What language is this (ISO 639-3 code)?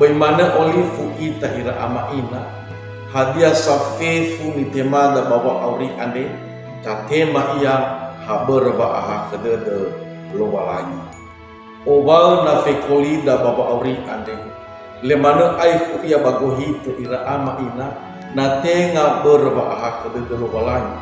nia